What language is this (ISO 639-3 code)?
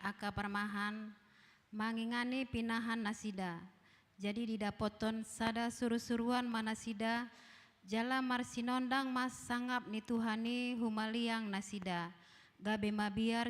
bbc